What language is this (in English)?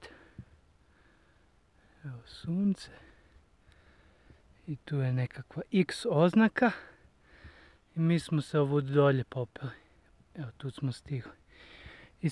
Croatian